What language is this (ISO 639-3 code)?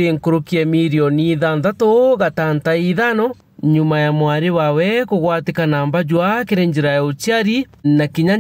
mer